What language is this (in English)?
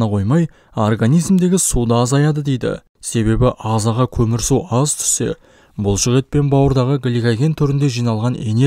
Kazakh